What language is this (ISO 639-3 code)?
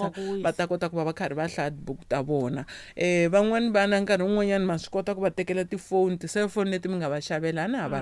tso